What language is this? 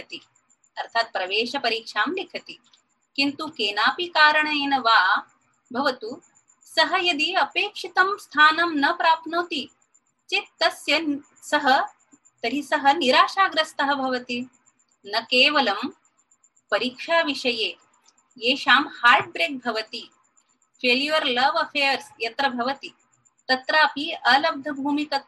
Sanskrit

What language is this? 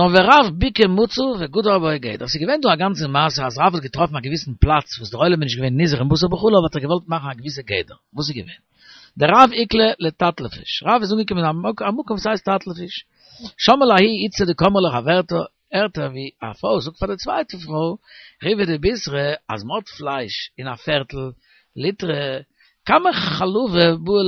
Yiddish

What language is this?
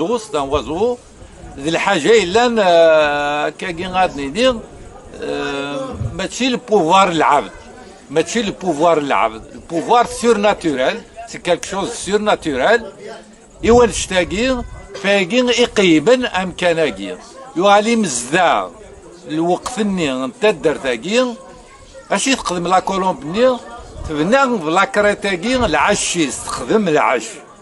Kabyle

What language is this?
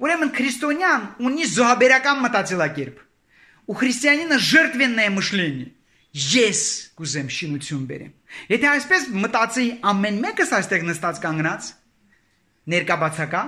Armenian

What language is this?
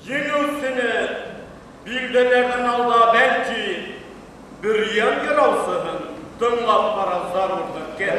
Bashkir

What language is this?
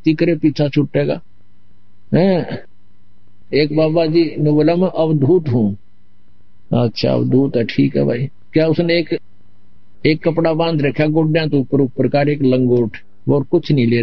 Hindi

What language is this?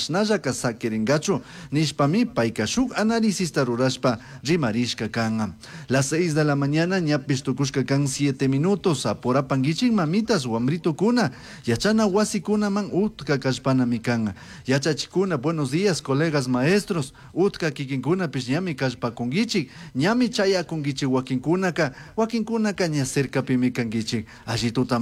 Chimborazo Highland Quichua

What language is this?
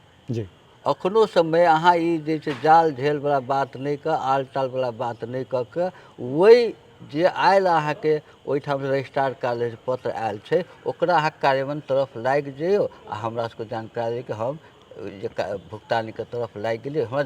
Maithili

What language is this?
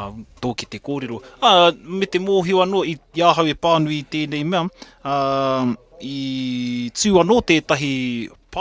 Māori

